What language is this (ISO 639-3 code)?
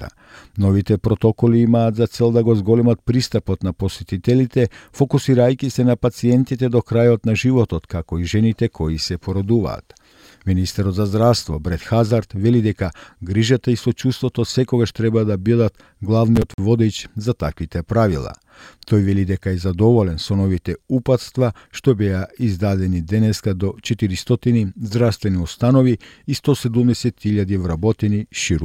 mkd